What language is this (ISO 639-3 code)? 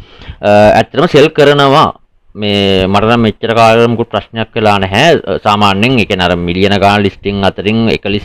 sin